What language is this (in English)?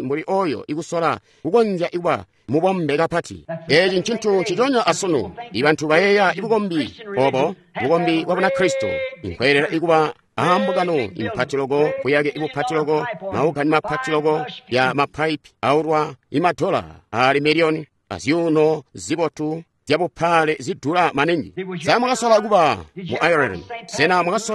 Tonga (Zambia)